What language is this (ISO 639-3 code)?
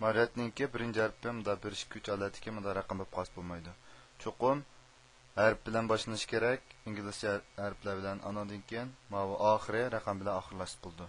uig